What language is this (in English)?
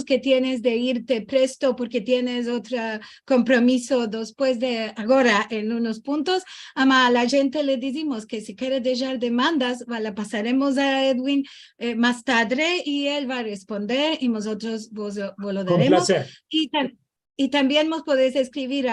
Ladino